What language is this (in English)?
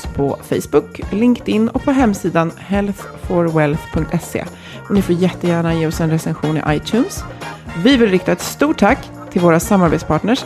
Swedish